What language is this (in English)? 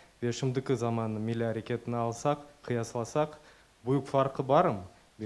Crimean Tatar